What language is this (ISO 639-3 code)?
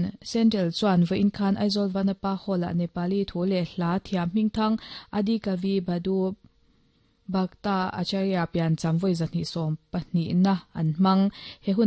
lus